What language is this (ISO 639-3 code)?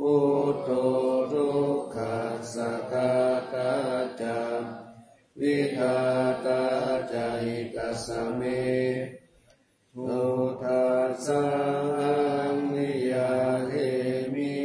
pli